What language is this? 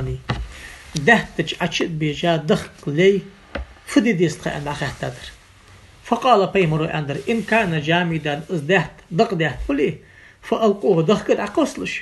Ingush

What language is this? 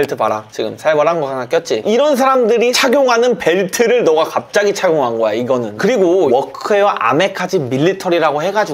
Korean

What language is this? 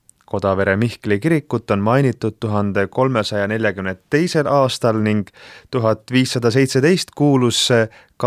Estonian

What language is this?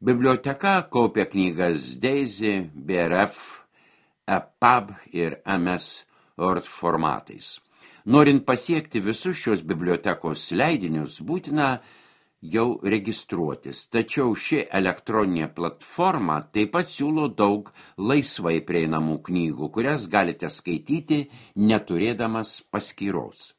Lithuanian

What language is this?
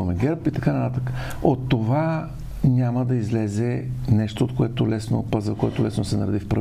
Bulgarian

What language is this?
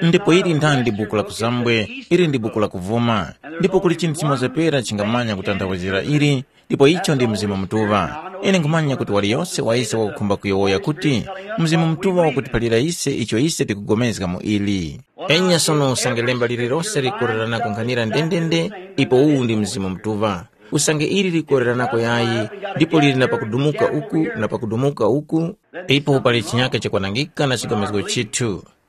Tumbuka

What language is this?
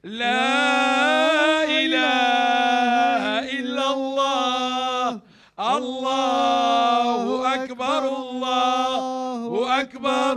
Moroccan Arabic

